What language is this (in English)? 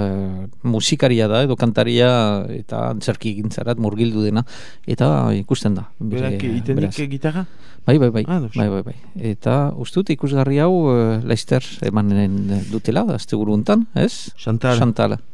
Basque